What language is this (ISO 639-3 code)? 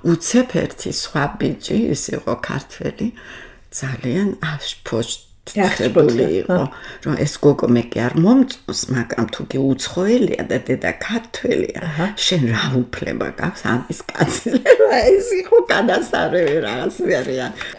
kat